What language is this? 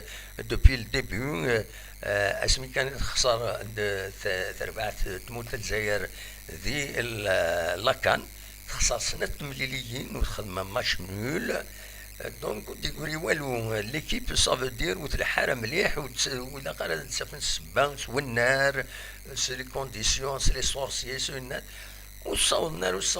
Kabyle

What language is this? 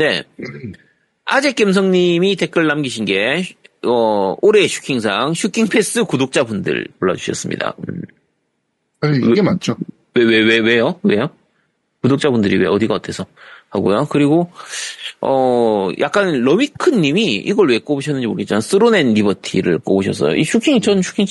Korean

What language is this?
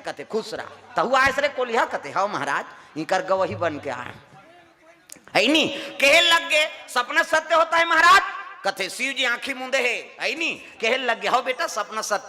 Chhattisgarhi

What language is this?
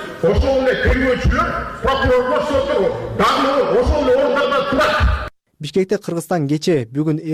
Kyrgyz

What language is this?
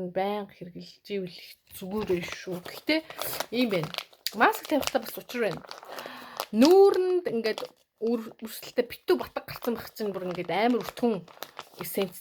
Mongolian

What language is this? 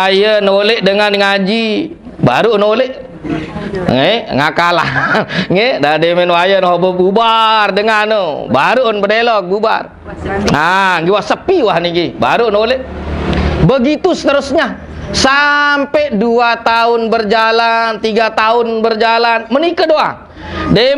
Sasak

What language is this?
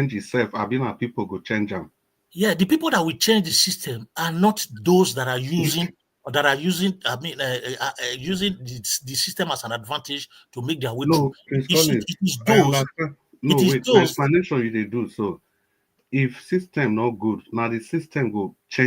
Nigerian Pidgin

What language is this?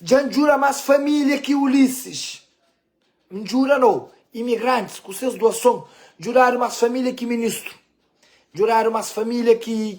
Kabuverdianu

